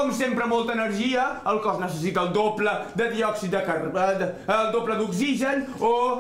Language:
Catalan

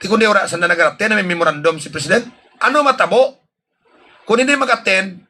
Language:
Hiligaynon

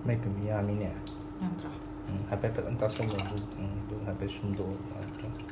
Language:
Manipuri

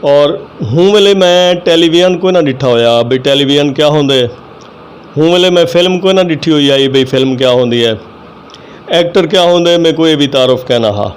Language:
Saraiki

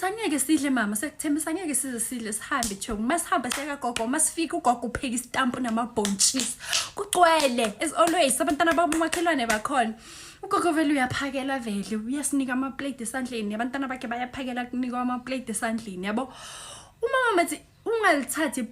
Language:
Zulu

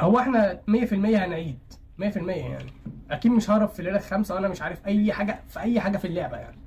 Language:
Egyptian Arabic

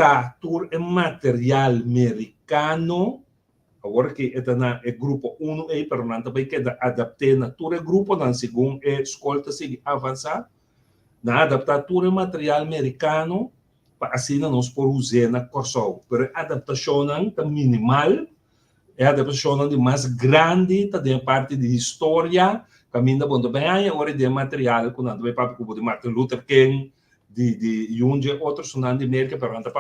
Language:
Papiamento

